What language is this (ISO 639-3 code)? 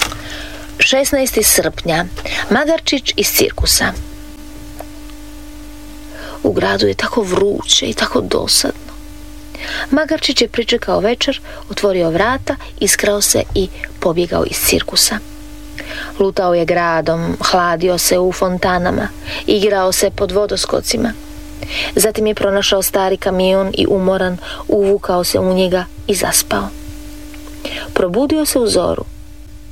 hrv